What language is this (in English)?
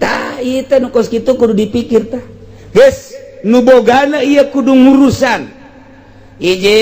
Sundanese